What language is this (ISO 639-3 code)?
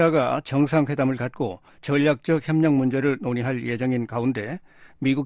kor